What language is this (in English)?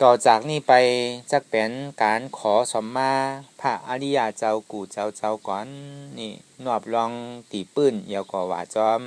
Shan